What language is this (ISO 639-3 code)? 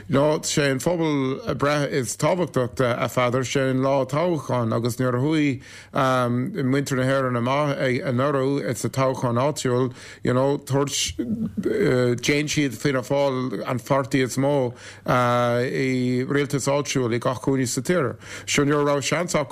gle